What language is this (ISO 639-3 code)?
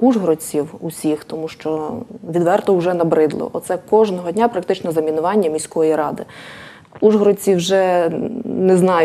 ukr